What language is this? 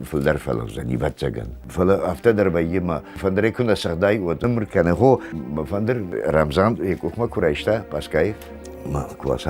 Ossetic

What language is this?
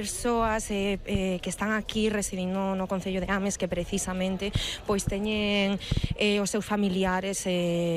Galician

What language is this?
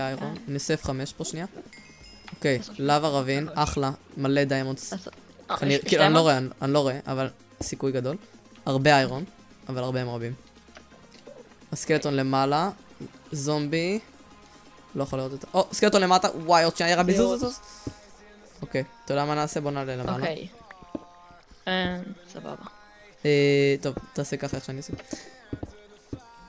Hebrew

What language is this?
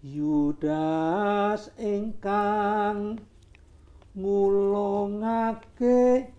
Javanese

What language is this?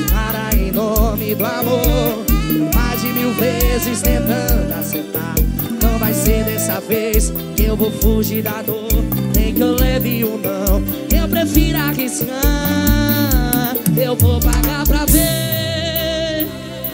Portuguese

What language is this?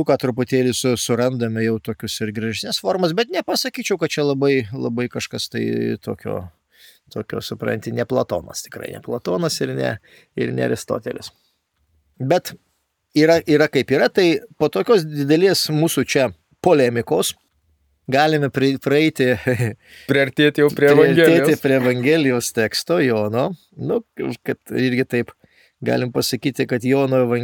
Lithuanian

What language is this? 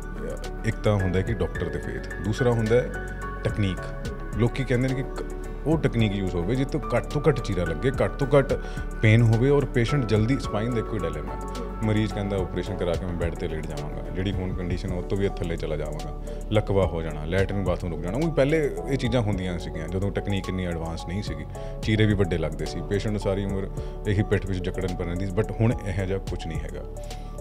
Punjabi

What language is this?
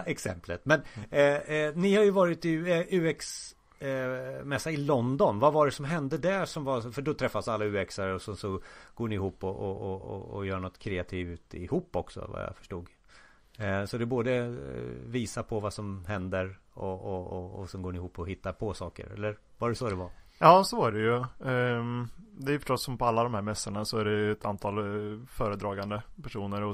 Swedish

